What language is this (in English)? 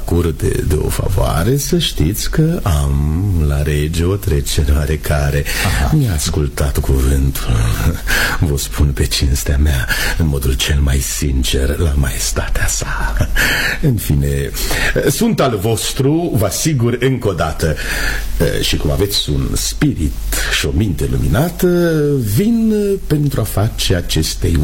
Romanian